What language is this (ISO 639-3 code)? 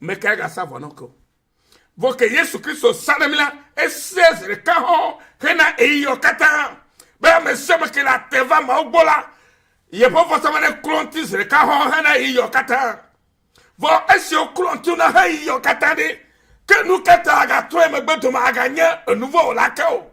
ewe